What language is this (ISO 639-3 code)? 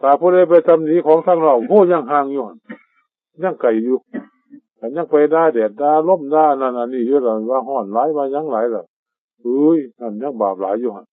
tts